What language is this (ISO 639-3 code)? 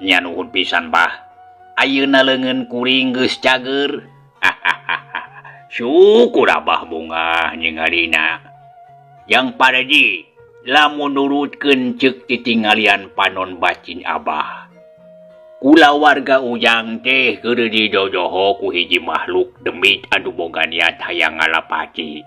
sun